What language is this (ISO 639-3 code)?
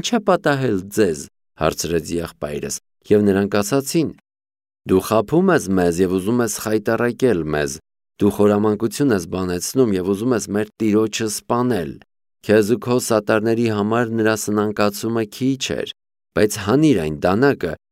hye